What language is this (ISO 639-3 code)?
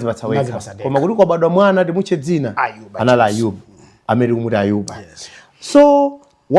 nya